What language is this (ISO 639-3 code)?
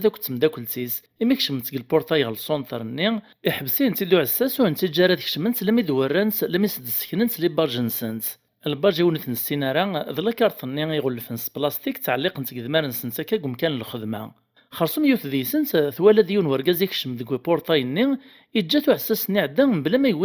kab